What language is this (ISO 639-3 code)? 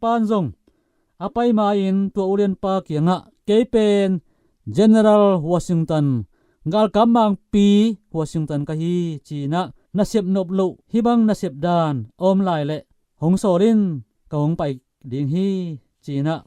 ctd